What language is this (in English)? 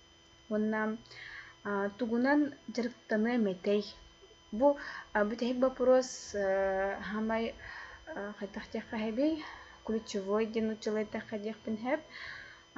Yakut